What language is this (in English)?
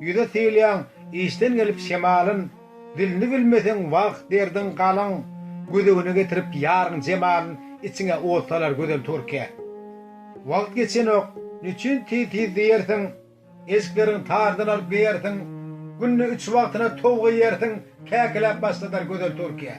Turkmen